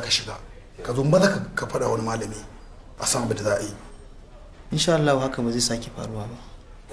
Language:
Hausa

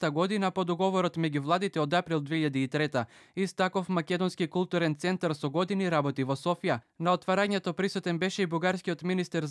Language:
Macedonian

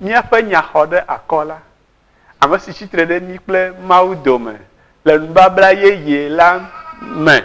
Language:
Ewe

